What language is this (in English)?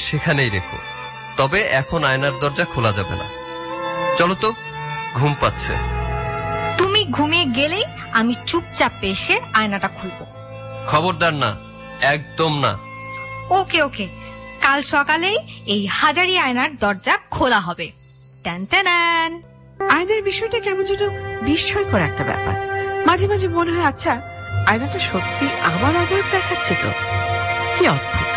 Bangla